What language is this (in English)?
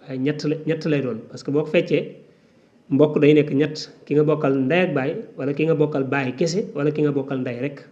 Wolof